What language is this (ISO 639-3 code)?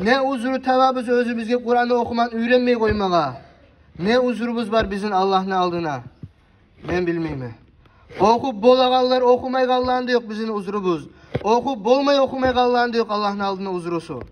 kum